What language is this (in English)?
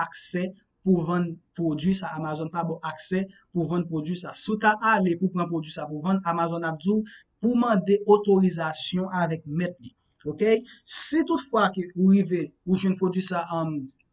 Haitian Creole